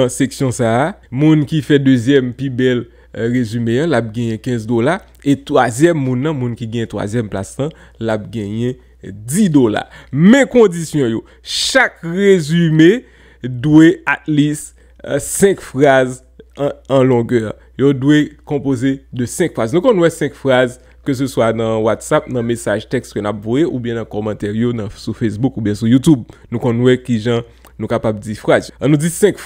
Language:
Haitian Creole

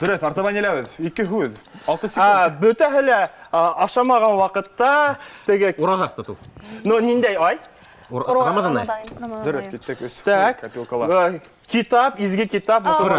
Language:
Bashkir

